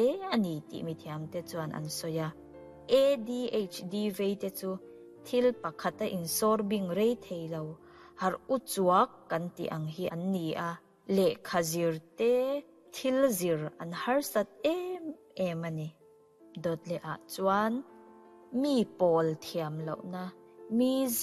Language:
Mizo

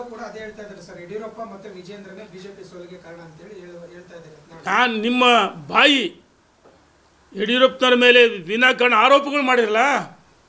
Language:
Kannada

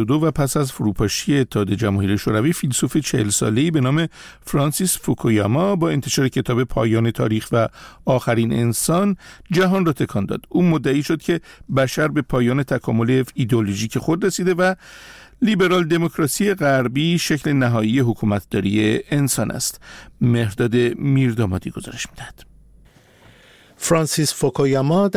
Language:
Persian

